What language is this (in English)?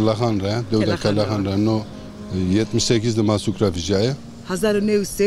Zaza